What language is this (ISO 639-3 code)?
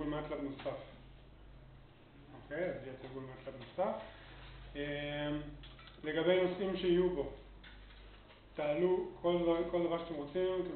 heb